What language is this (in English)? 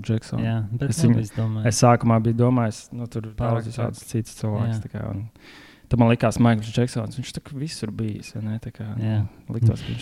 Latvian